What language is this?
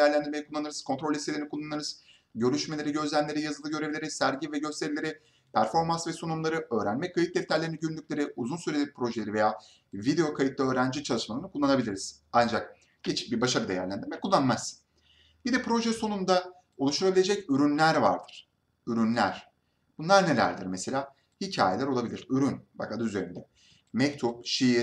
Turkish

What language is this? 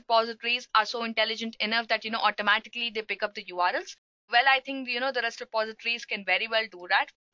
English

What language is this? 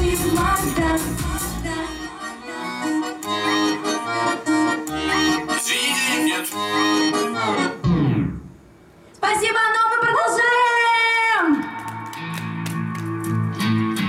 Russian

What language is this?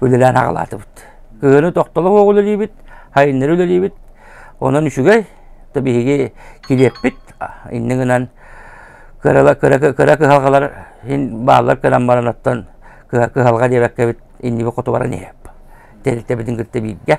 Yakut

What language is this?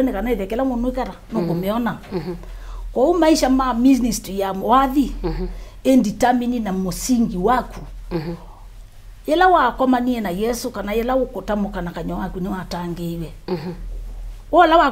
Kamba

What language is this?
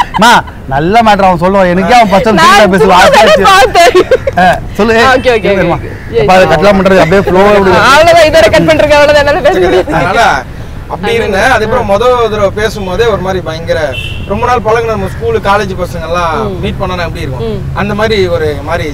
Tamil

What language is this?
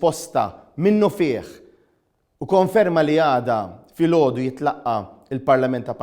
Maltese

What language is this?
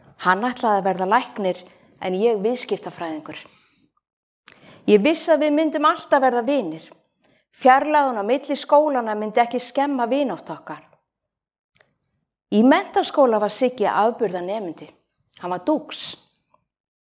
Icelandic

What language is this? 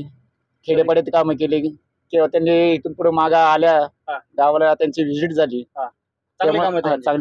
Marathi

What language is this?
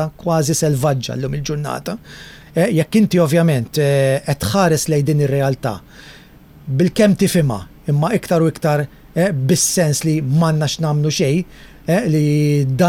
Maltese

